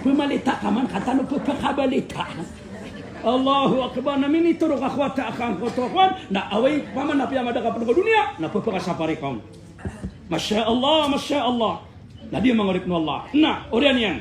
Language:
Maranao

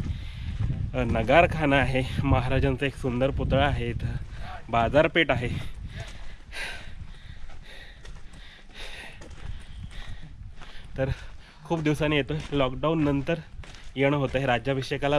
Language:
Marathi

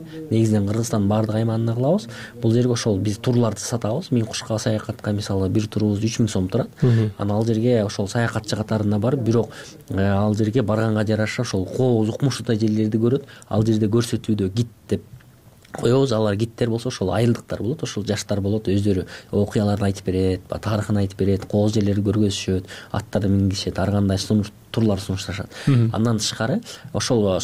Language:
Kyrgyz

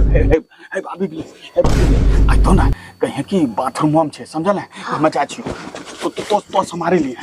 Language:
Angika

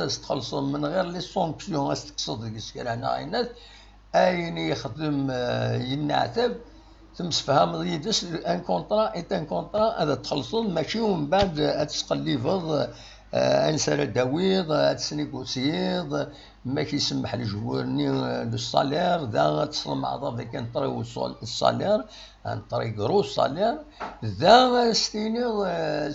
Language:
Kabyle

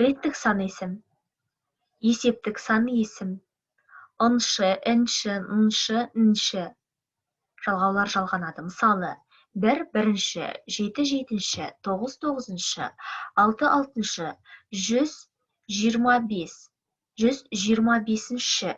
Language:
Kazakh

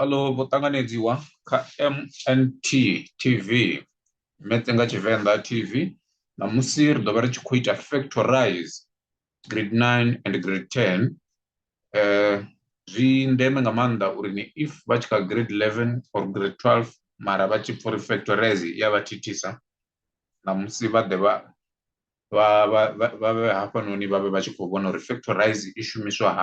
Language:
Venda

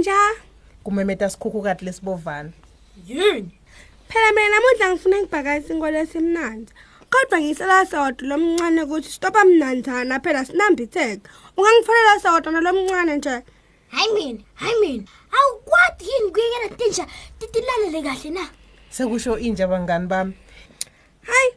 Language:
Swati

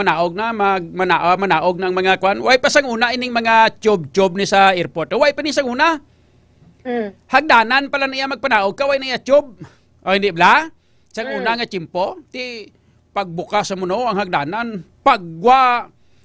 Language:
Hiligaynon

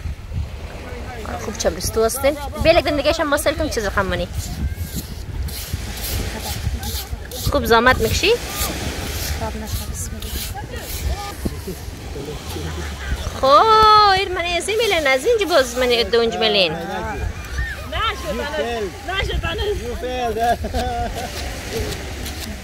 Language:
Persian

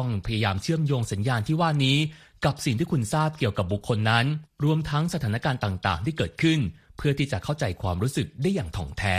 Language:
Thai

